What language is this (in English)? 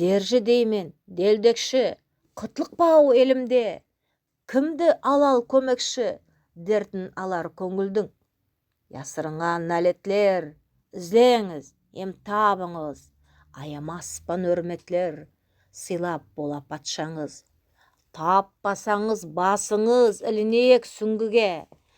Nogai